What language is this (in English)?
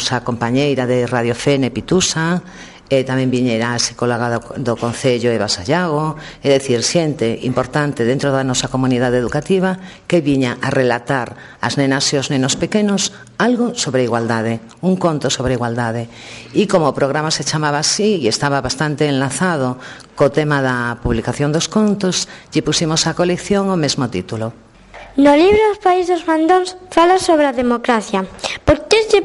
Galician